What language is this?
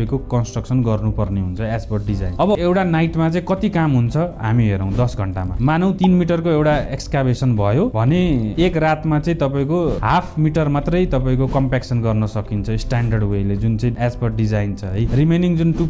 Nepali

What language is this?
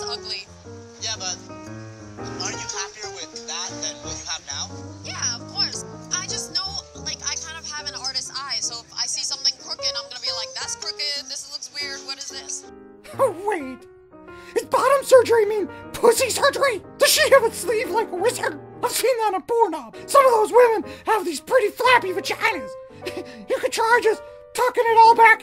English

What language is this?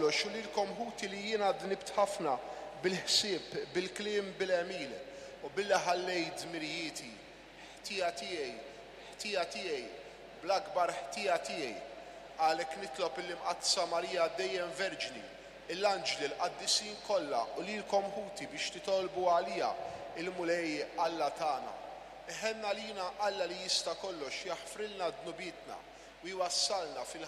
Maltese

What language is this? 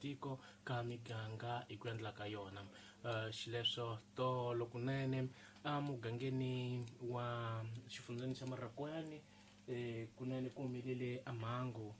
Tsonga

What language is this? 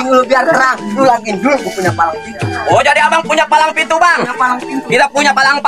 Betawi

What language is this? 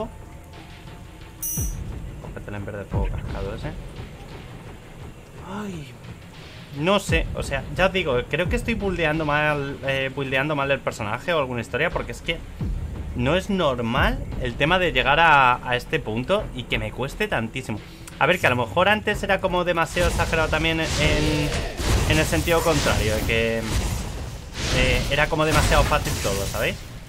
Spanish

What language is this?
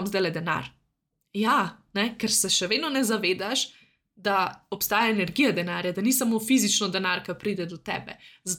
Slovenian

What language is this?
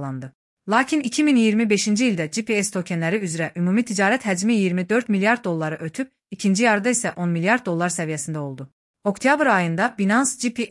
Azerbaijani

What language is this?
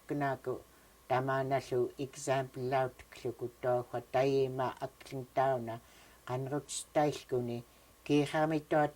Central Yupik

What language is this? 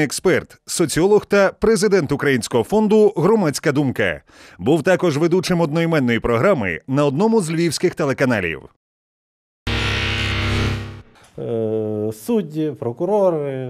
Ukrainian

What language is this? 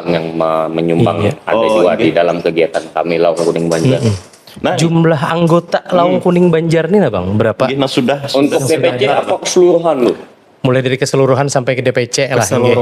Banjar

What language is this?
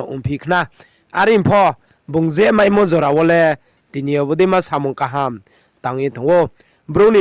Riang (India)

